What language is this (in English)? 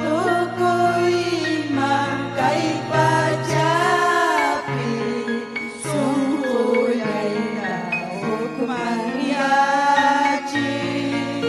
Ayacucho Quechua